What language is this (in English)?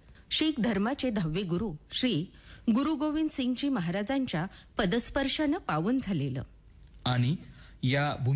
Marathi